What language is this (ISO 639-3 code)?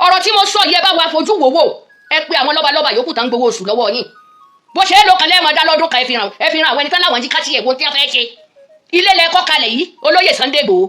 yor